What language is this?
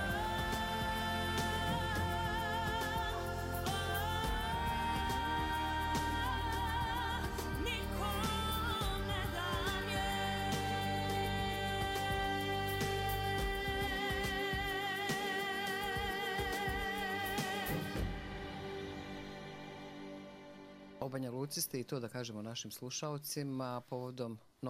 Serbian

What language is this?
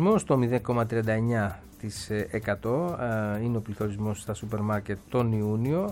Greek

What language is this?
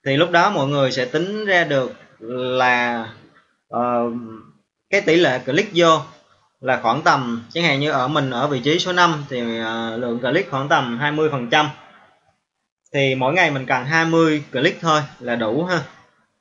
Vietnamese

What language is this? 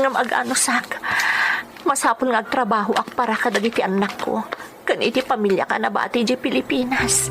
Iloko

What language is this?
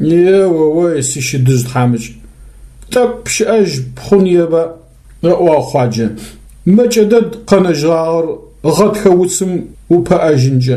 Adyghe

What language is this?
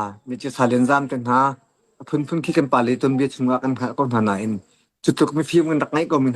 Hakha Chin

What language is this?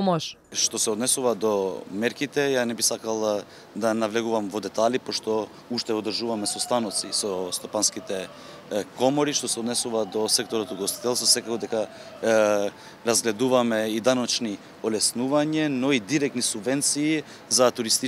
Macedonian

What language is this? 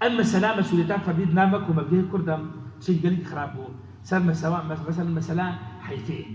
Kurdish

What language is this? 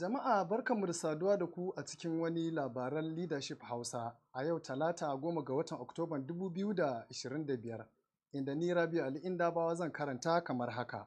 Hausa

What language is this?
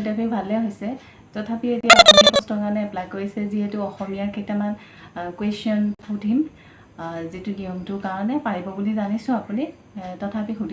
Assamese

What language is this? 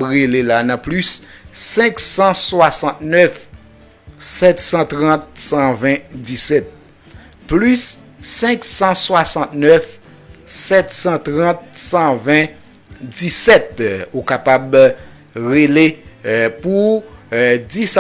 Haitian Creole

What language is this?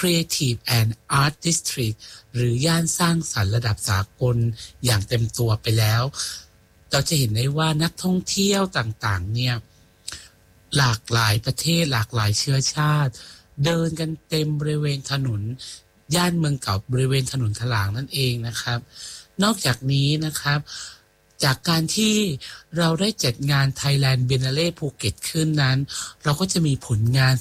Thai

